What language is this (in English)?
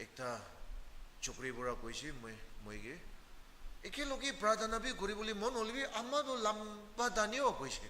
Naga Pidgin